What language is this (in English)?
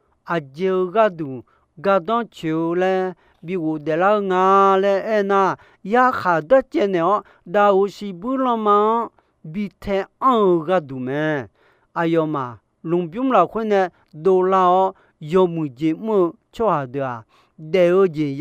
Akha